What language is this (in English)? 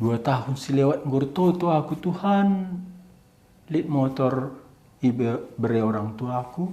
Batak Karo